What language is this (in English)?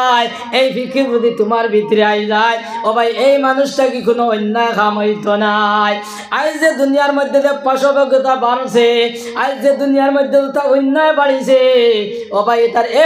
Sylheti